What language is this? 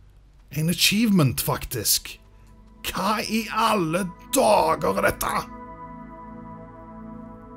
Norwegian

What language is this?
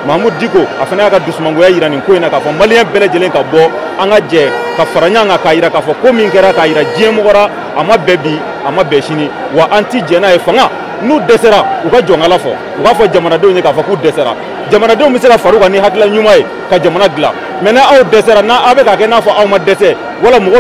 Bambara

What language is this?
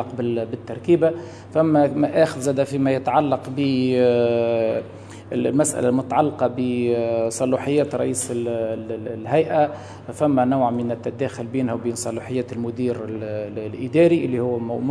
Tunisian Arabic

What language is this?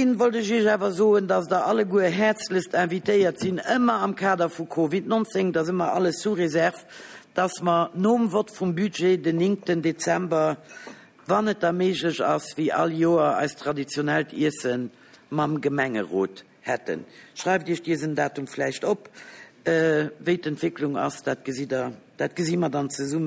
Luxembourgish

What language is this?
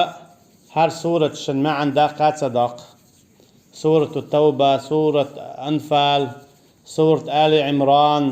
Chechen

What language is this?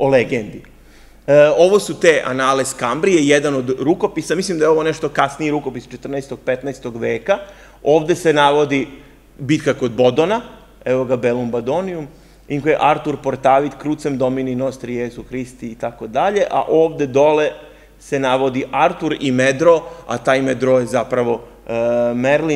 Serbian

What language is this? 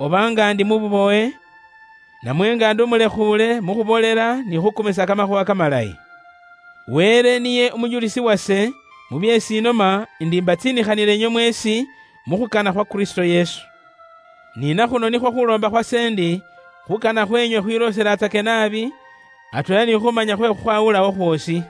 Luyia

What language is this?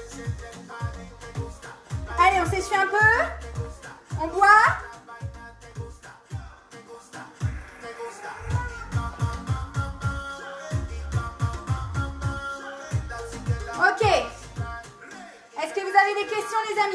French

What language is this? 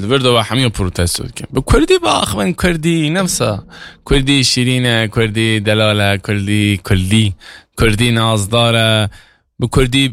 Kurdish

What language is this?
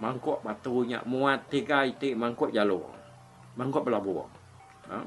Iban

